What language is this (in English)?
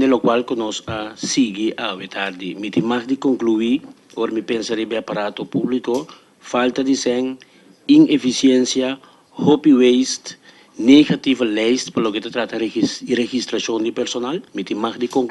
Papiamento